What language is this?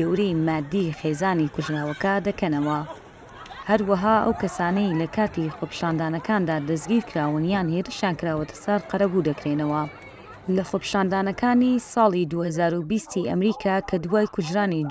Central Kurdish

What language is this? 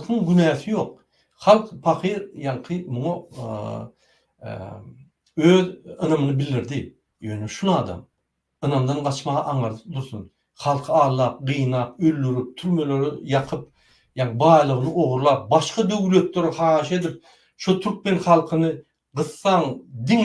Turkmen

